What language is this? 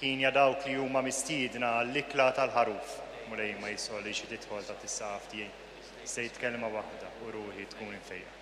Maltese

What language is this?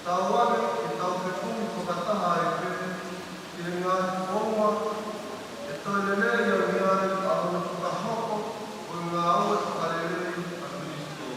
Tongan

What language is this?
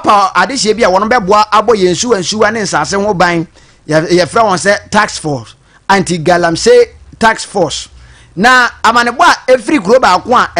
Akan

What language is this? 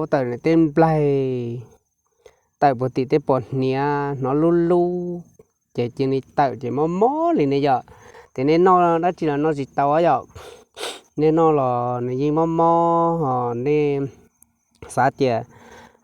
Hmong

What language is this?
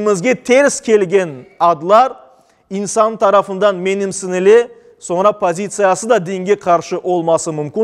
Crimean Tatar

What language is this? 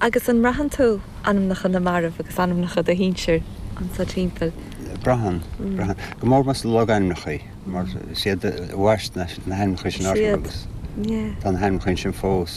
Irish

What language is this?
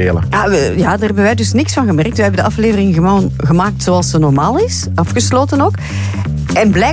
Dutch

